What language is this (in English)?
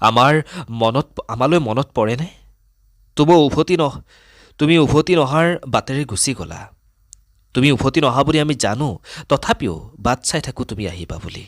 Assamese